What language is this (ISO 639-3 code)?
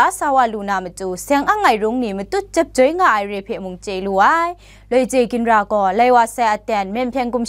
kac